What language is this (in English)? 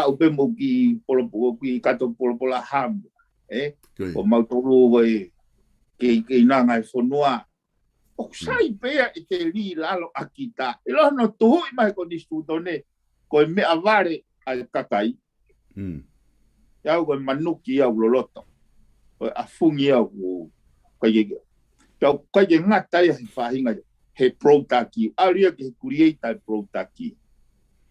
Tongan